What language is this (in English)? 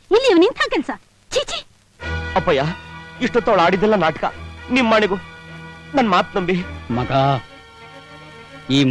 Kannada